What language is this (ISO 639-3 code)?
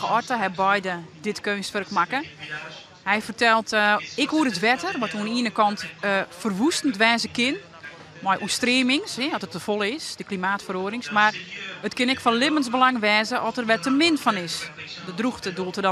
fry